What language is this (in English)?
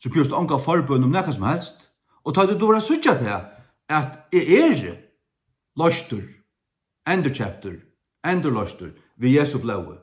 Faroese